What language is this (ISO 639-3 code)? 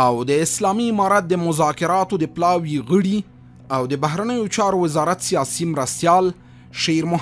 pus